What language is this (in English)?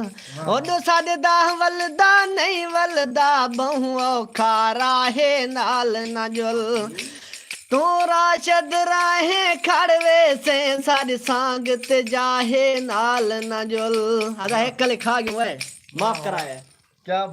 Saraiki